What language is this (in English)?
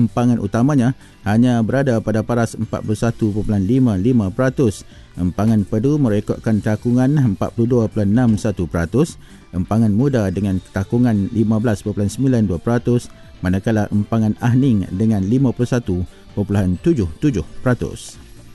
Malay